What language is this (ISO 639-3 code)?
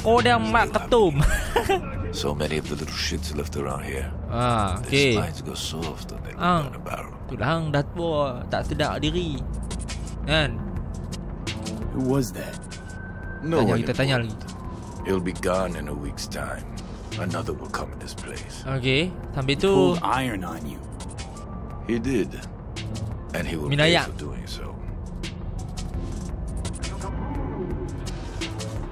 msa